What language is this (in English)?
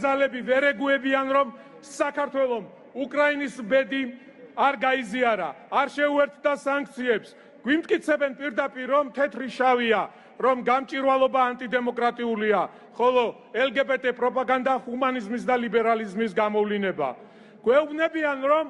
Georgian